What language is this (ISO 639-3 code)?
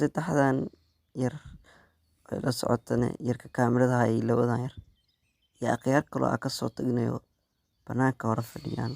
som